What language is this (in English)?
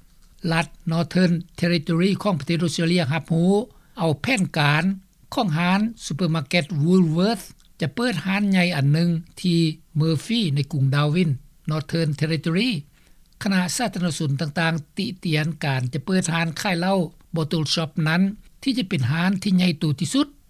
Lao